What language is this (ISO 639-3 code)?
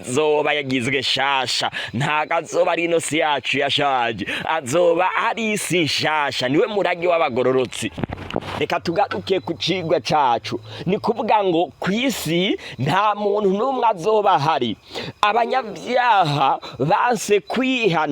run